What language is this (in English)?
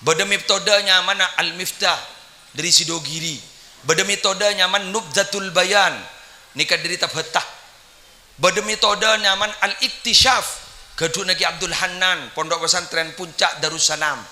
Madurese